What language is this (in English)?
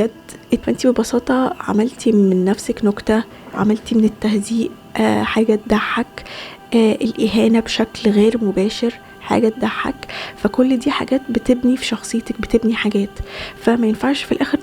Egyptian Arabic